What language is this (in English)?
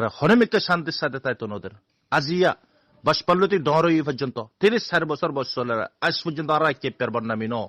Rohingya